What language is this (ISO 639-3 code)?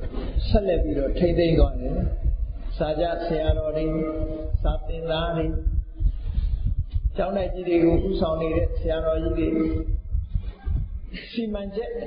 mya